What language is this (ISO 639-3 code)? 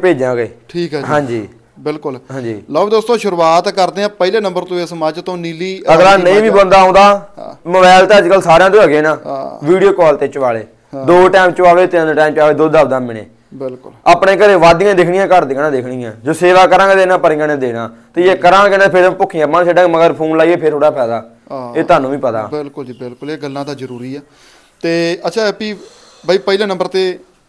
pan